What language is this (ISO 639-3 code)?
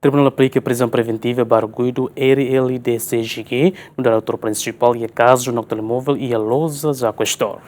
tet